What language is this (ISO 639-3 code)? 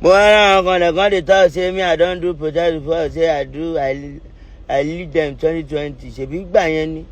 yor